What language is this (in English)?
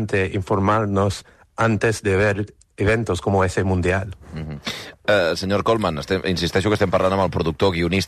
Catalan